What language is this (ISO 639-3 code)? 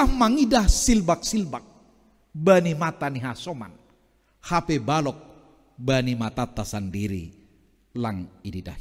bts